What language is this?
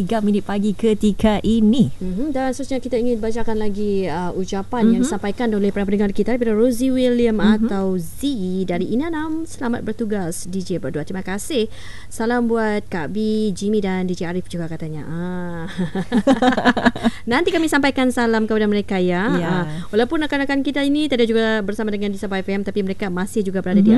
Malay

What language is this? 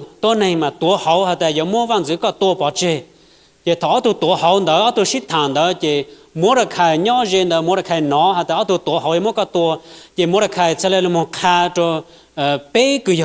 Hmong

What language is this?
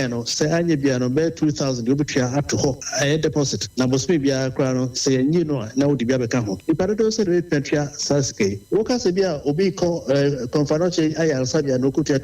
Akan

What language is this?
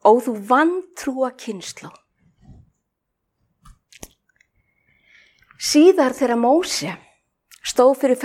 Icelandic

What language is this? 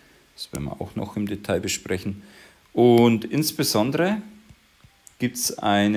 German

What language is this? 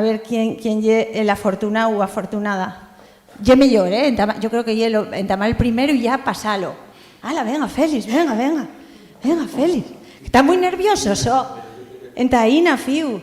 Asturian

